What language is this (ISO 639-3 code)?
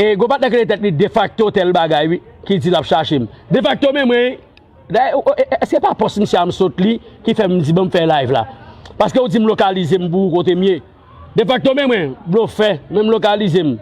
hat